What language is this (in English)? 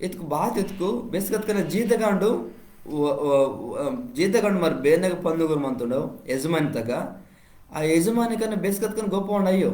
Koya